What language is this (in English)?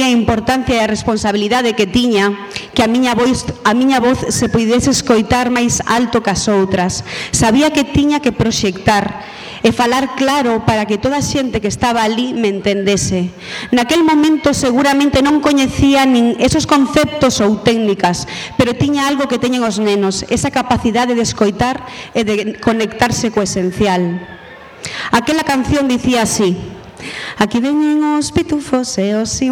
Galician